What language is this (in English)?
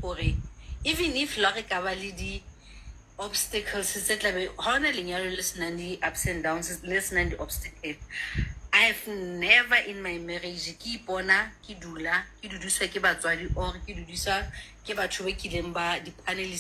Southern Sotho